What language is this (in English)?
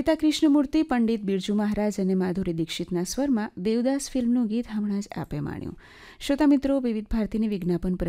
Gujarati